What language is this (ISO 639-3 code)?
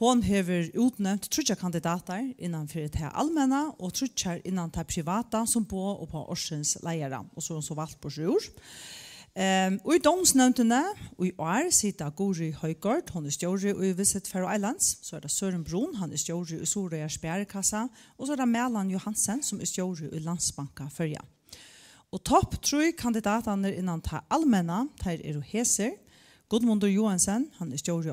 fao